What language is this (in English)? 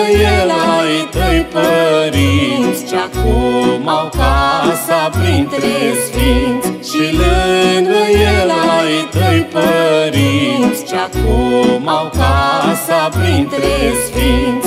Romanian